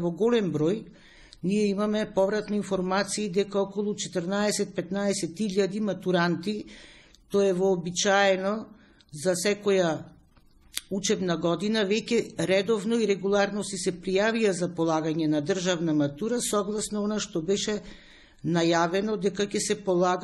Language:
Macedonian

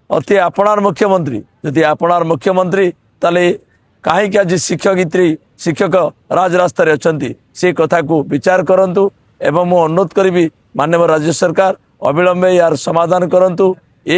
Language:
Odia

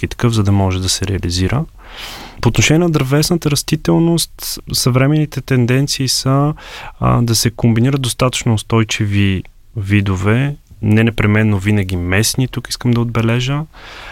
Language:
Bulgarian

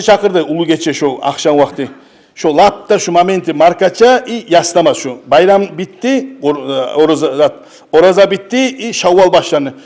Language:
Kumyk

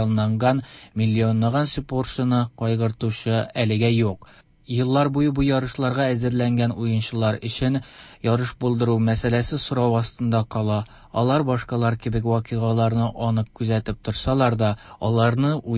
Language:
Tatar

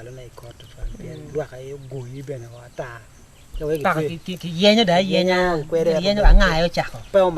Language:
Acoli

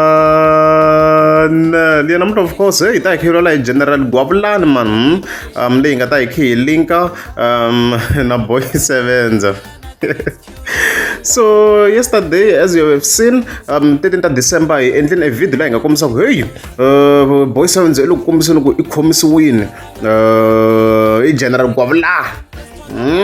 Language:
Tsonga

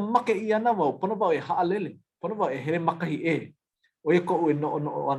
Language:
Hawaiian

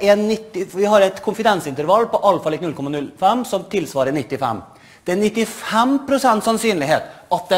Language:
Norwegian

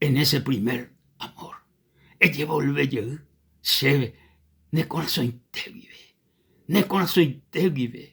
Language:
Guarani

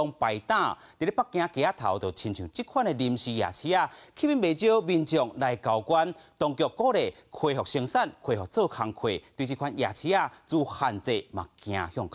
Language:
Min Nan Chinese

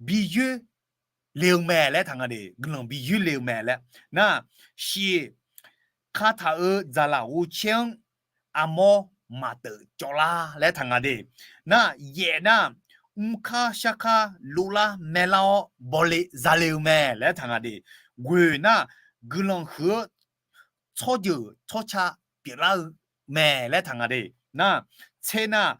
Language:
Akha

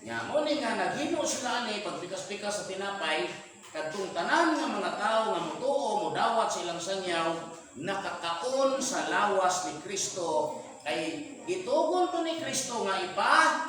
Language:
Cebuano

